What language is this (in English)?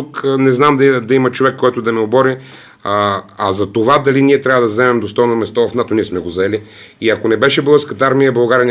Bulgarian